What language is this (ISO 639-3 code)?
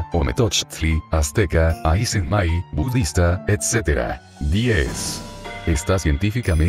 spa